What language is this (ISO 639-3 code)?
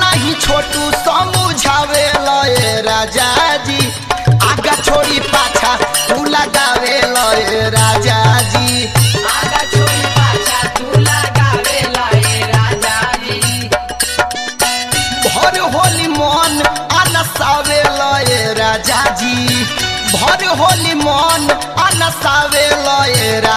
bho